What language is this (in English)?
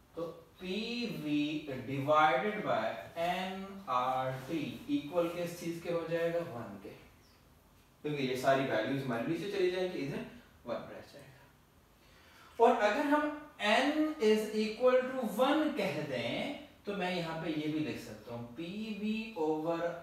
Hindi